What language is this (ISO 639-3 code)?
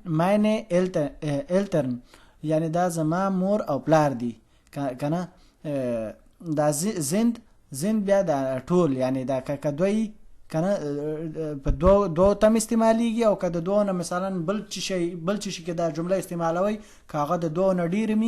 pus